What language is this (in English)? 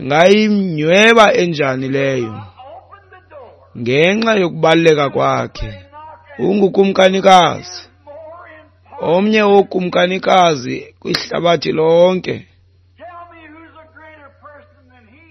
Xhosa